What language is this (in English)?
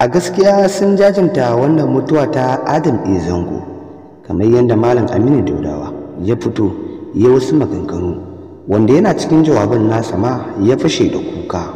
Hausa